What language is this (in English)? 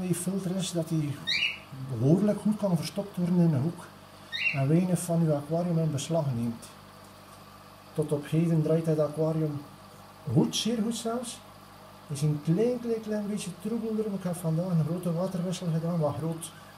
Dutch